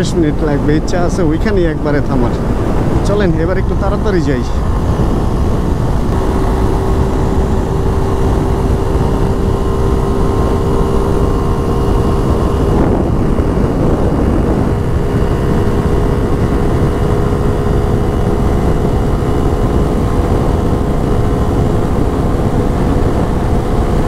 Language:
Bangla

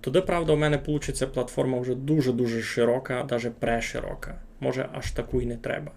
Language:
Rusyn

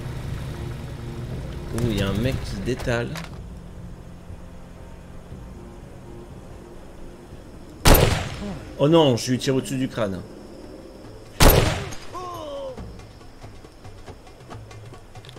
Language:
French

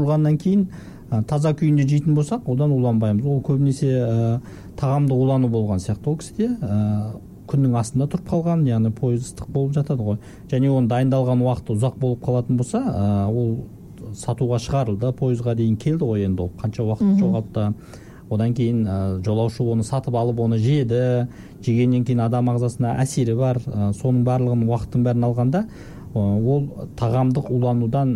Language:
Kazakh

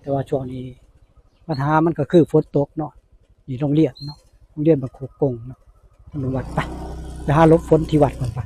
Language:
Northeastern Thai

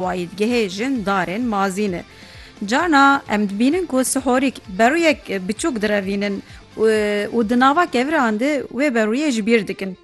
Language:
Kurdish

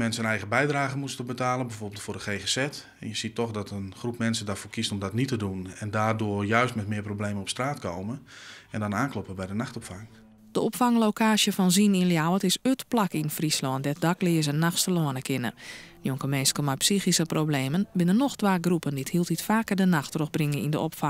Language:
Western Frisian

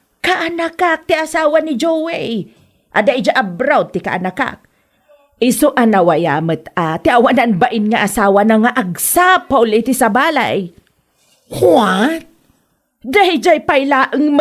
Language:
Iloko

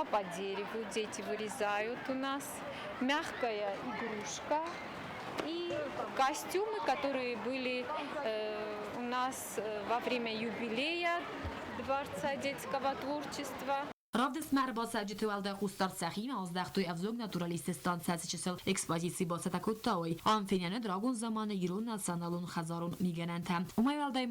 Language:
Ossetic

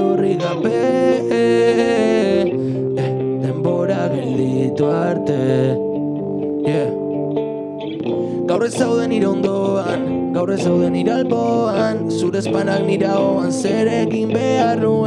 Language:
Basque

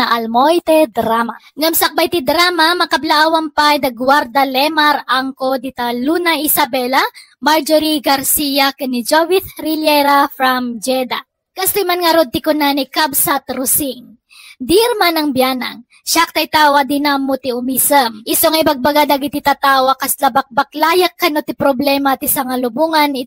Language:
Iloko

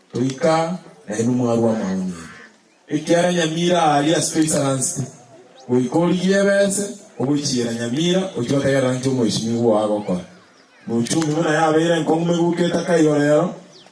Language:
Gusii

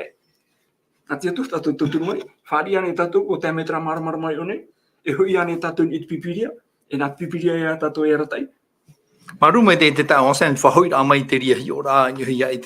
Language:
Tahitian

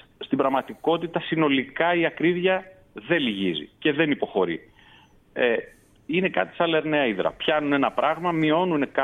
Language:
Greek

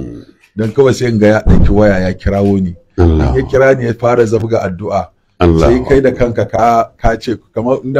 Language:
Hausa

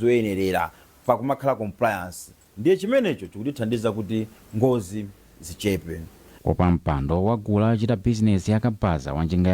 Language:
Nyanja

